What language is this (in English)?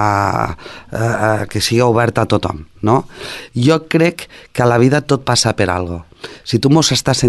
Catalan